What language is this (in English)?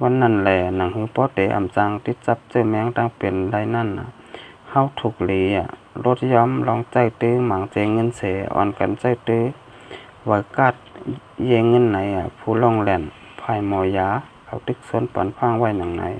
Shan